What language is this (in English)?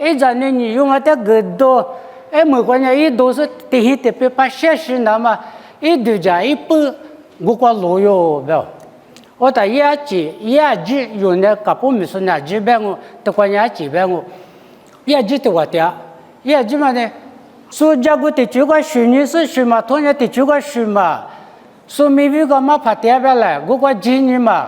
Lisu